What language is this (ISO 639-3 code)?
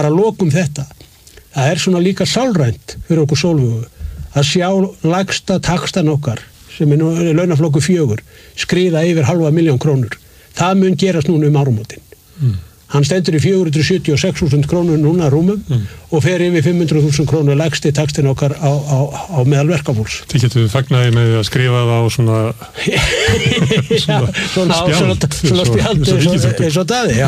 isl